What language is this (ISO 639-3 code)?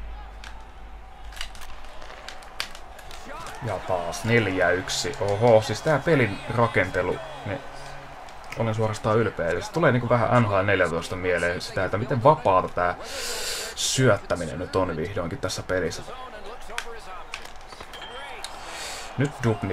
fin